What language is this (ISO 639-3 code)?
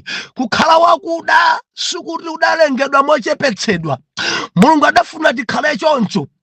nya